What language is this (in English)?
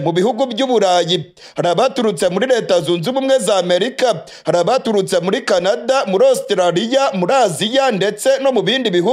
Kinyarwanda